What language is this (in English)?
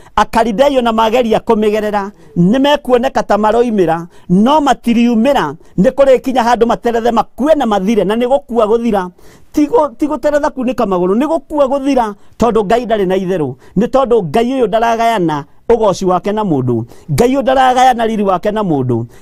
Kikuyu